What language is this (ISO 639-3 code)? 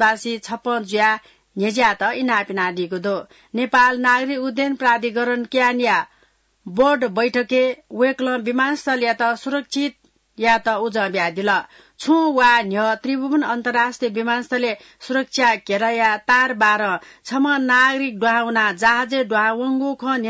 new